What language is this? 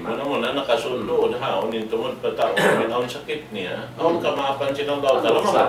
Tausug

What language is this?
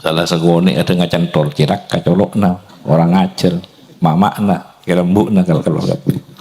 Madurese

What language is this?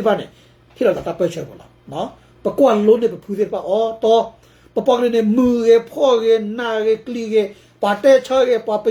S'gaw Karen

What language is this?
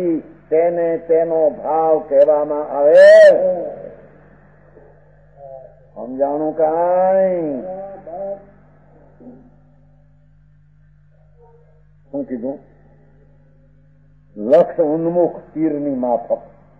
Gujarati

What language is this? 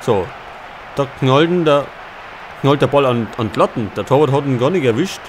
Bavarian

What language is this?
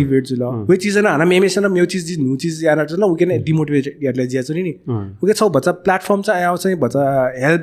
Newari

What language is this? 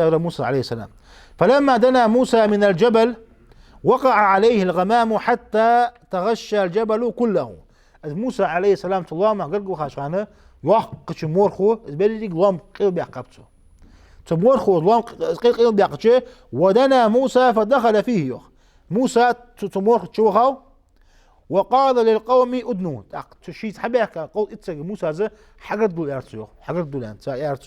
Ingush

